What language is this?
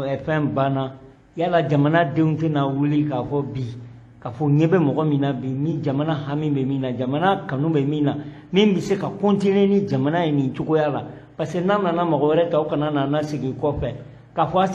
Bambara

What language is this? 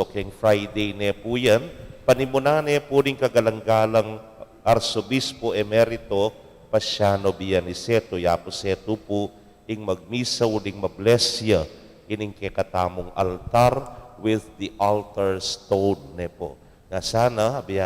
Pampanga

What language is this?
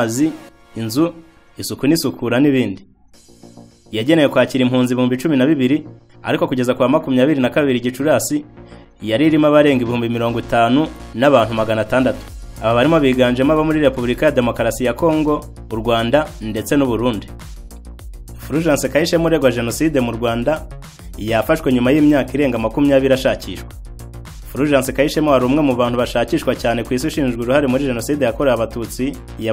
Kinyarwanda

